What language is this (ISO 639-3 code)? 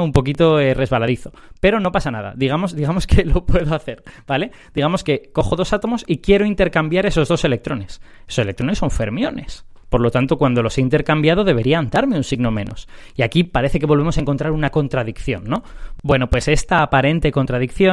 spa